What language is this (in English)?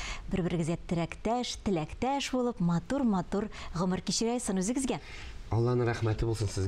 Tatar